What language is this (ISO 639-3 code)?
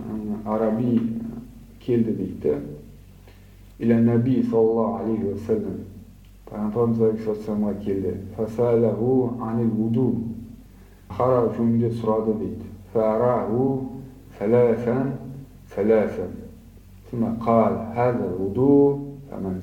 kaz